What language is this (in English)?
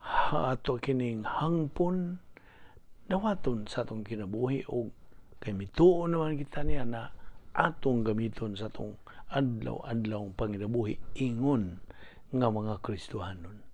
Cebuano